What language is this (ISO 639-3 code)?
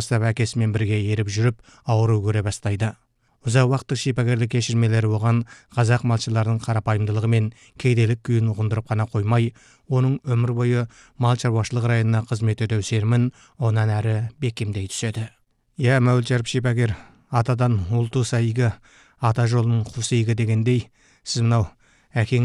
kaz